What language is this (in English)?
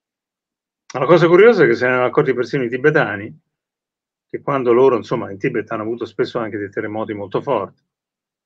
Italian